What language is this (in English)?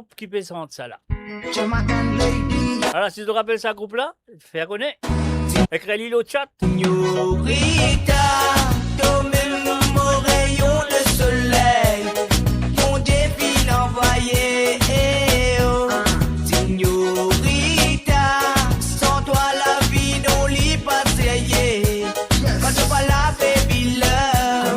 Morisyen